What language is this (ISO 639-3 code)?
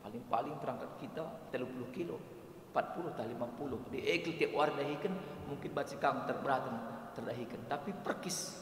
btx